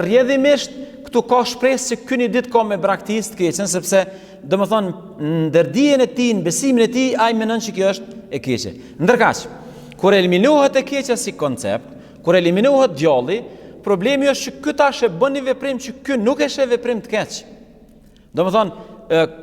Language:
Albanian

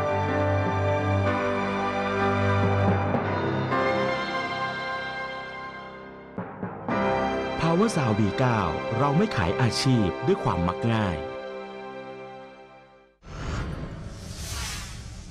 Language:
Thai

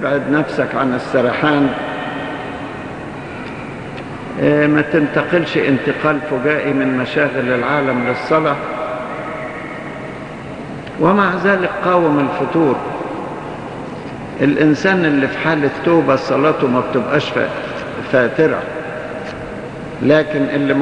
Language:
Egyptian Arabic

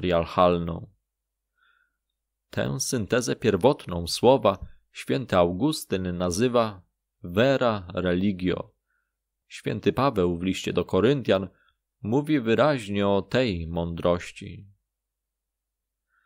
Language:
Polish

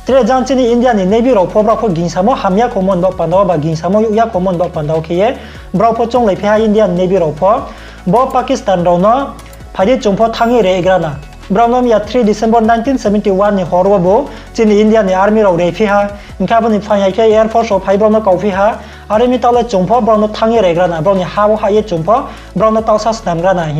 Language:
Riang (India)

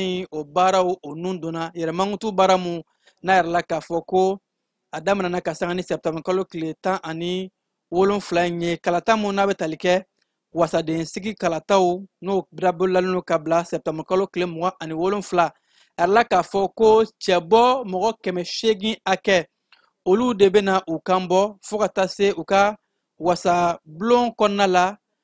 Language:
Bambara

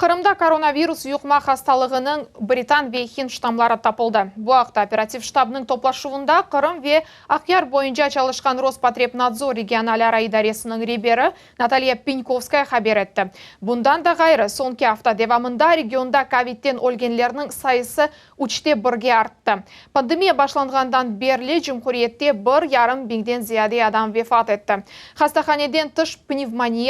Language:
Crimean Tatar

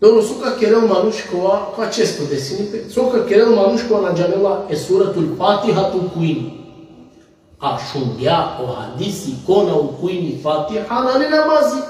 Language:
Balkan Romani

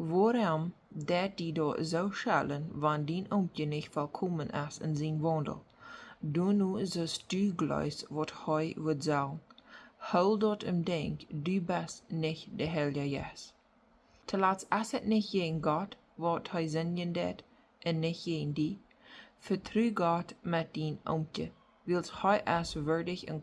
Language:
Plautdietsch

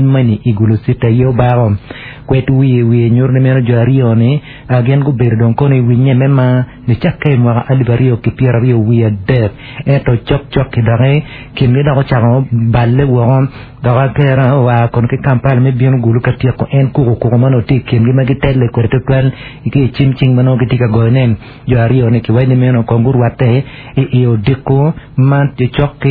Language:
Acoli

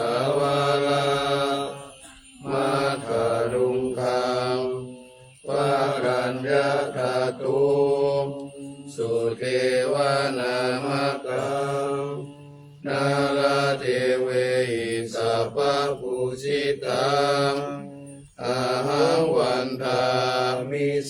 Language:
Pali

